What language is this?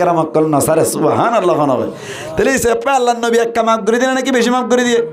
Rohingya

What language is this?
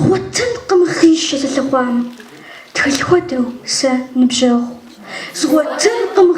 Kabardian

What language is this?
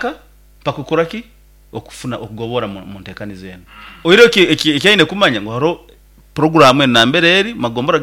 Nyoro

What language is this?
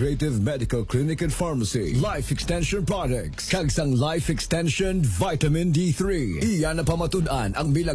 Hiligaynon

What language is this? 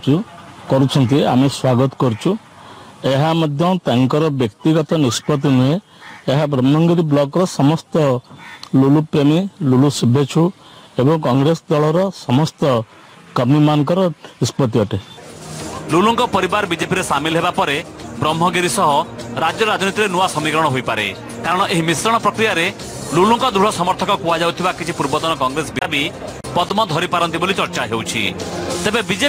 Odia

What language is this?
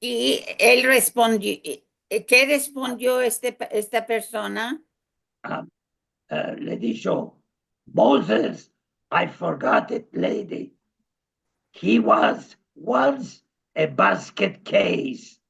Ladino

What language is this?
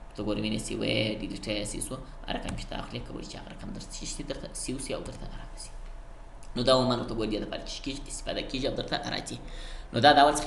Pashto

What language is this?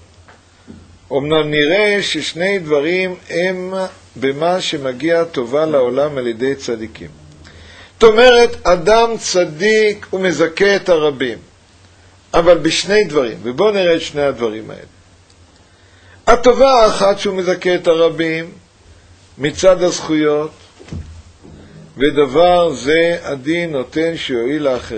Hebrew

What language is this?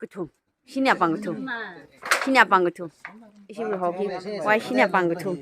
Tangkhul Naga (India)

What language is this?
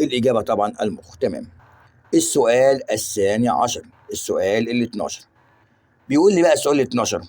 Egyptian Arabic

